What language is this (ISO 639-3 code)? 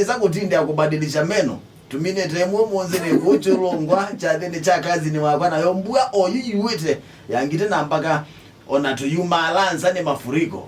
kam